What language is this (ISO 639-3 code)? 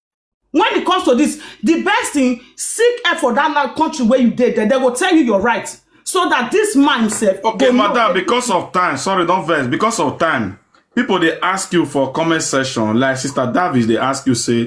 pcm